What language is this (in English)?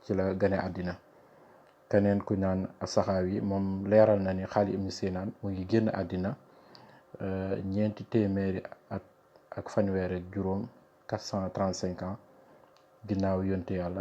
Wolof